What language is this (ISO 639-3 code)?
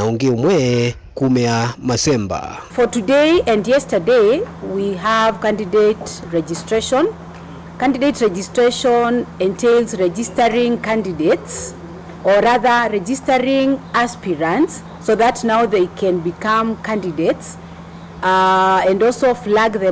kam